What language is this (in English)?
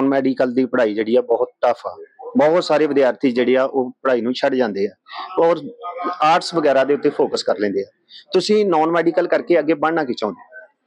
Punjabi